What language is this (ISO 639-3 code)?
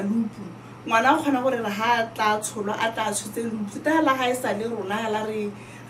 tsn